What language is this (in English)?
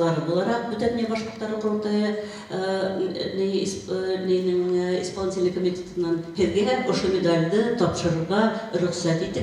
Bashkir